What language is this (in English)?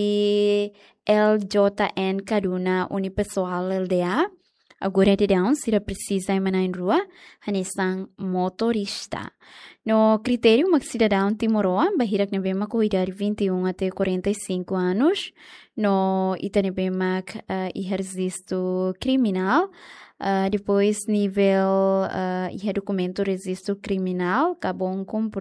Tetum